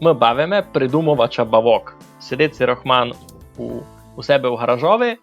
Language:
Rusyn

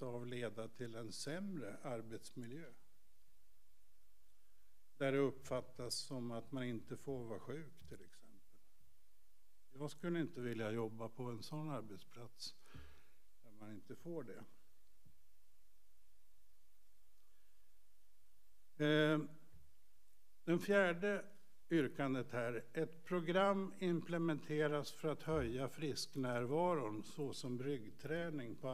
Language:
Swedish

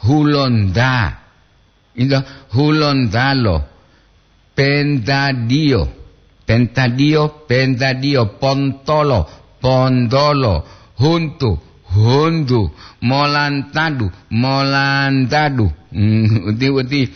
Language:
Gorontalo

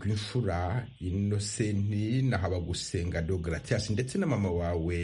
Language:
Kinyarwanda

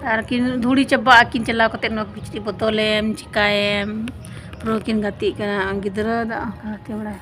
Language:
Santali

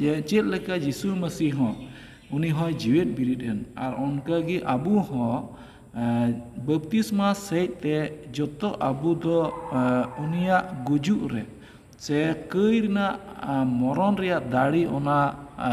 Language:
Santali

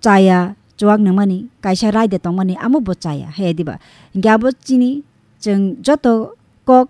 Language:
Kok Borok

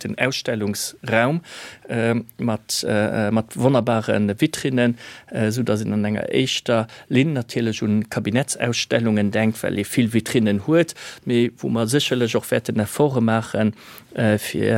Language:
Luxembourgish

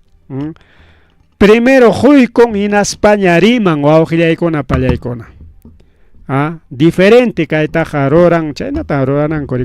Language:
Ayacucho Quechua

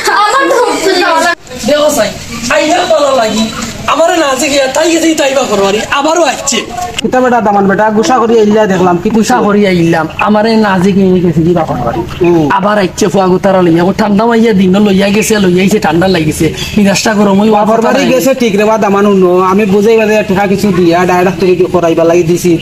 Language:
Sylheti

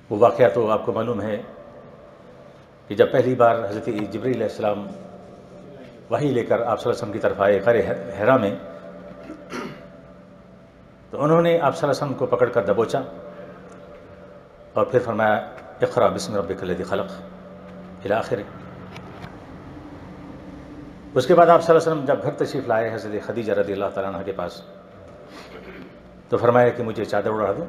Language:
Urdu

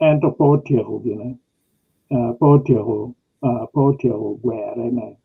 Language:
Acoli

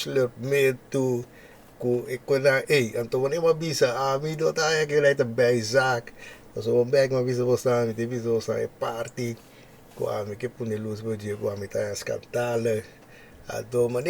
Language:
Papiamento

